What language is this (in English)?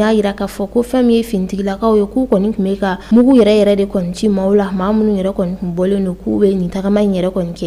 Bambara